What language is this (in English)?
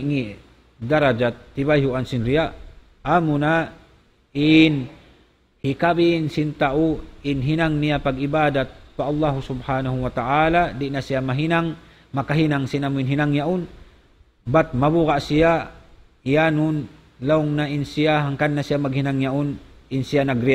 Tausug